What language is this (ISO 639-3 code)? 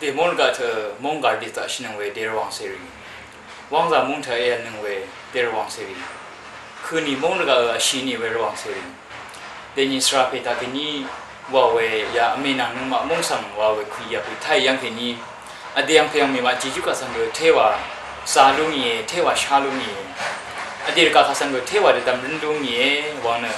raw